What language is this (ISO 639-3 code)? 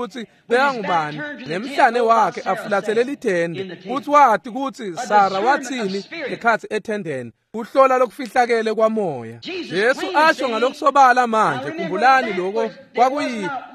ssw